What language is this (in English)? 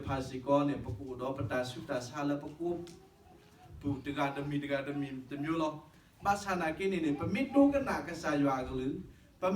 S'gaw Karen